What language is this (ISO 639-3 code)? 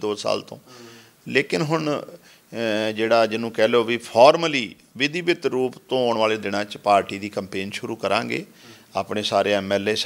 pan